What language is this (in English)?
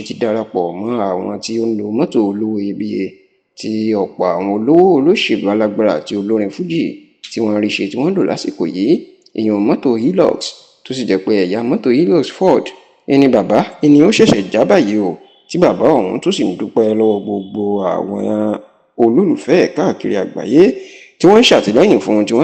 Yoruba